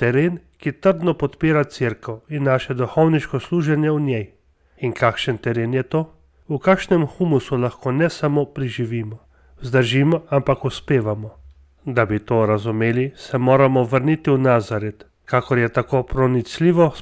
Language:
Slovenian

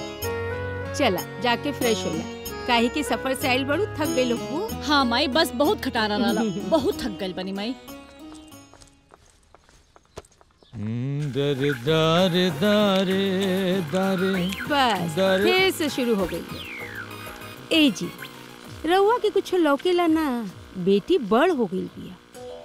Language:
Bhojpuri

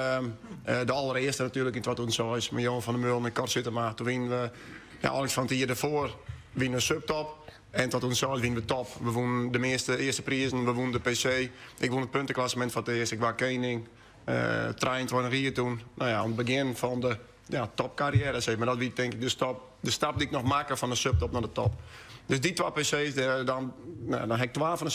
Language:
Western Frisian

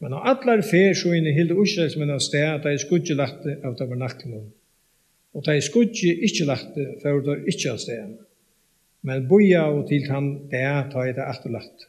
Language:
Faroese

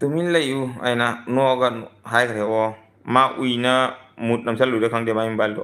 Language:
Manipuri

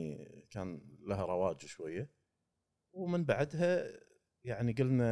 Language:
Gulf Arabic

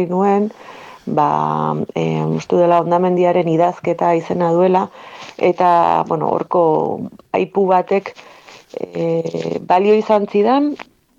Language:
Basque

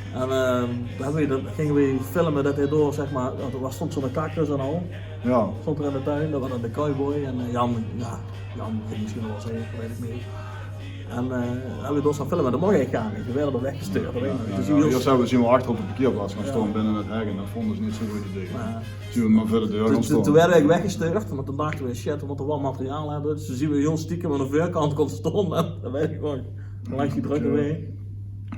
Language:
Limburgish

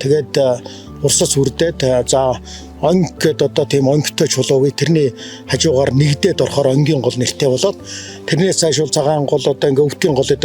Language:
Mongolian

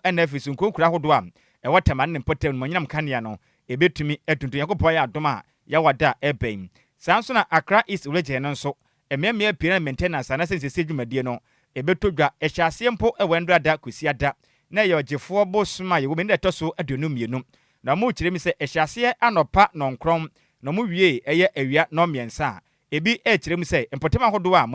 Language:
Akan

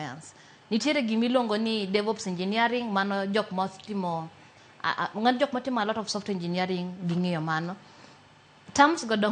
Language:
Luo (Kenya and Tanzania)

